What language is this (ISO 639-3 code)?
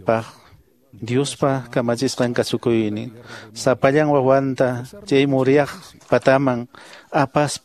que